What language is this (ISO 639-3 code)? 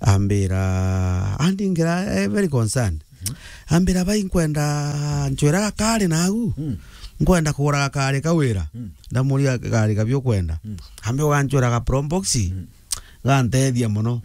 mer